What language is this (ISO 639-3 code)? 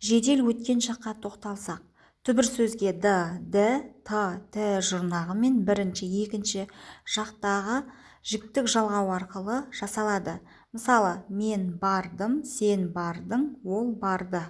kaz